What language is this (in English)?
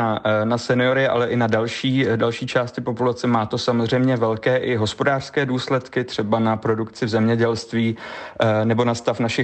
Czech